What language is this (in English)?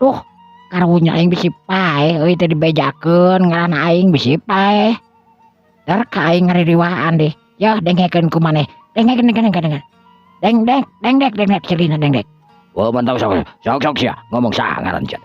Sundanese